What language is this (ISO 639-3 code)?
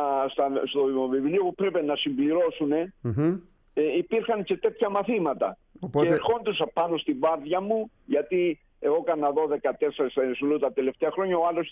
ell